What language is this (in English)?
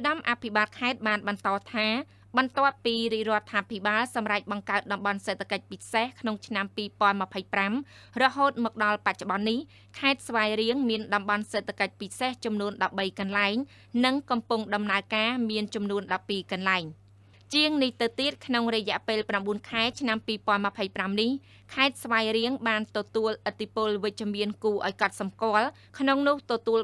Khmer